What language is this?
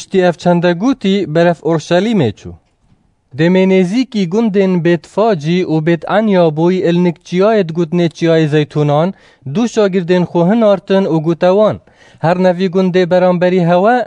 Kurdish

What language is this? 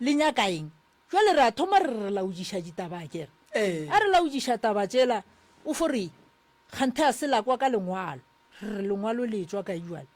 Northern Sotho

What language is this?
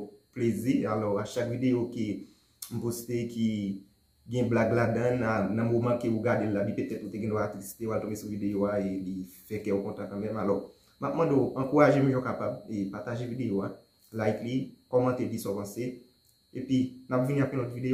Haitian Creole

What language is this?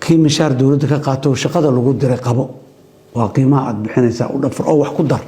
Somali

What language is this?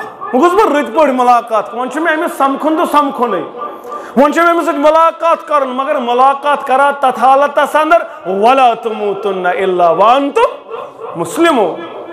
Kashmiri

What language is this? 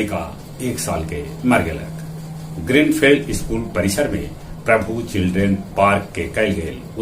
Magahi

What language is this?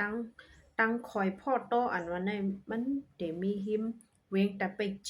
Shan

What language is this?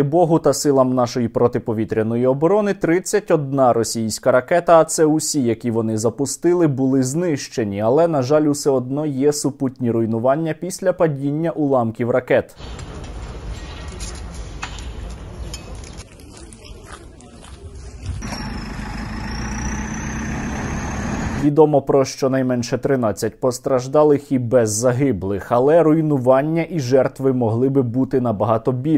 Ukrainian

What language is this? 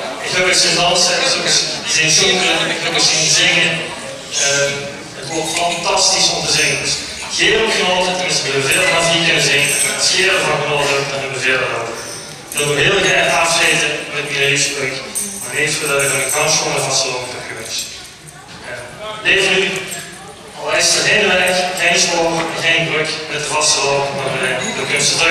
Limburgish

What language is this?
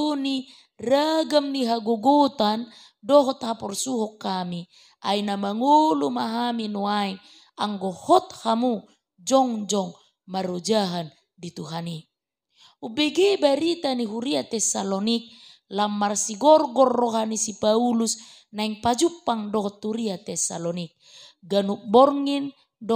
Batak Toba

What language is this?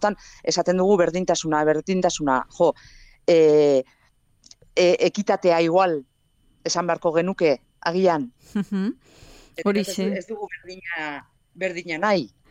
Basque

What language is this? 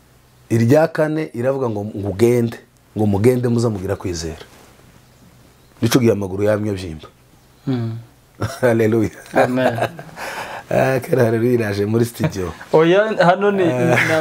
Kinyarwanda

